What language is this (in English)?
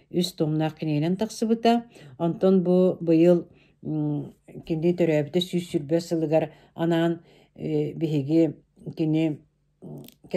Yakut